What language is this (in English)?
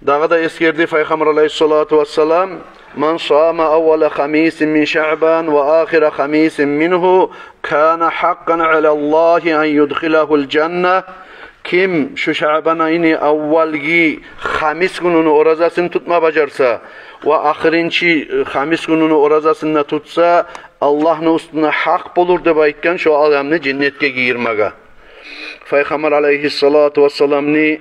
Kumyk